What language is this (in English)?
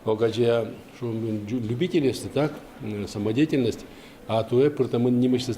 Udmurt